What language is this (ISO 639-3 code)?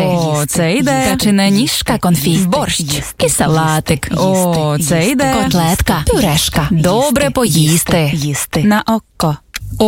ukr